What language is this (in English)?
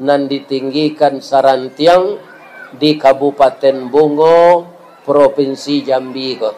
Minangkabau